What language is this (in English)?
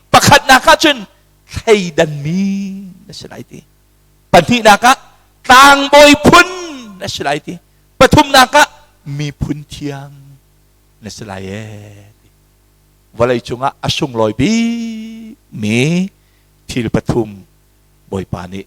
Hakha Chin